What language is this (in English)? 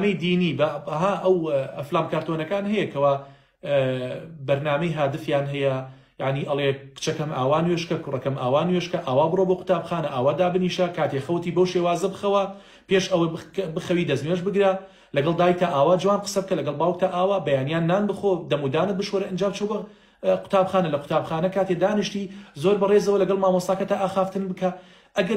Central Kurdish